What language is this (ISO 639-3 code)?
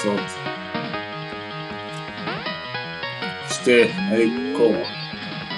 hun